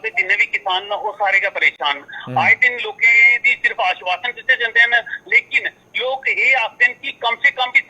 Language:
Dogri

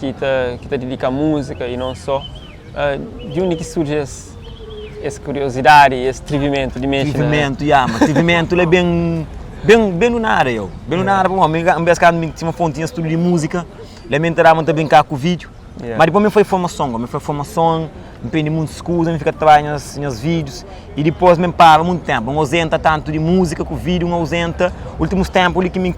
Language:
Kabuverdianu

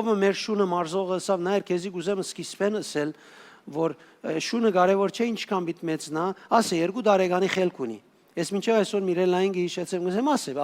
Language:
Western Armenian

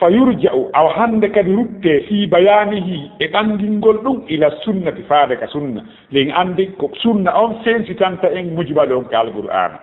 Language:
Fula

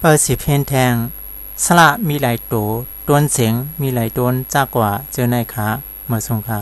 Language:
Shan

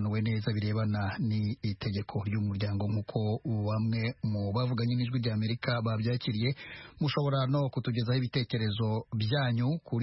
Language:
Kinyarwanda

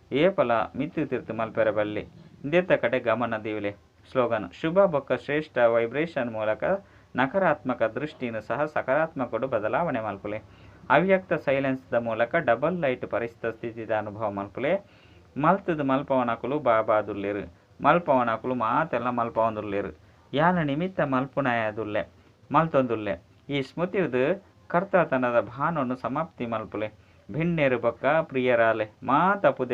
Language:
Tulu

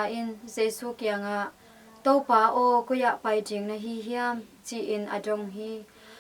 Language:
Tedim Chin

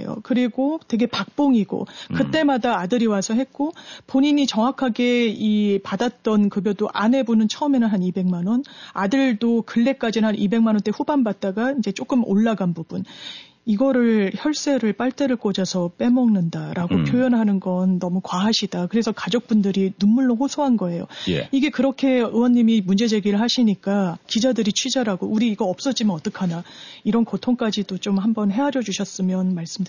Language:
Korean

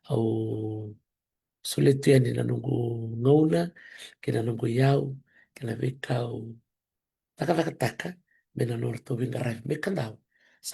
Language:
Fijian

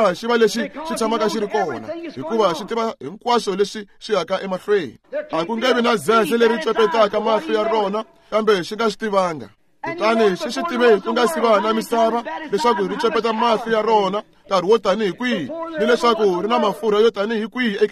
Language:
Tsonga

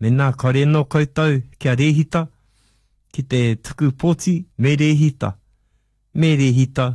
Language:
Māori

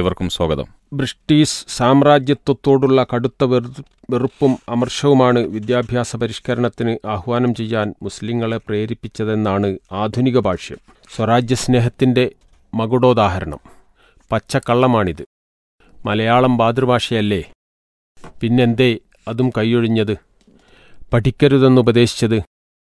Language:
Malayalam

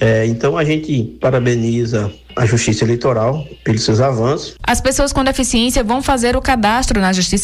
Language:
Portuguese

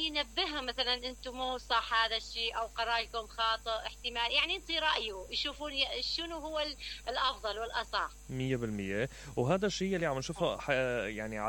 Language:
Mesopotamian Arabic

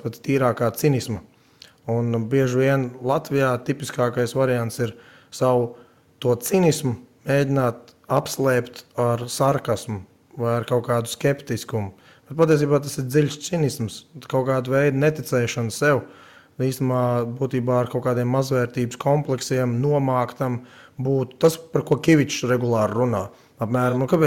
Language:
Latvian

